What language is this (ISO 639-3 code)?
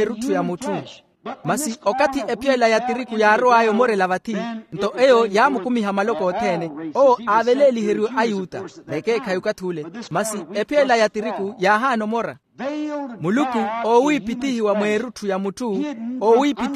vmw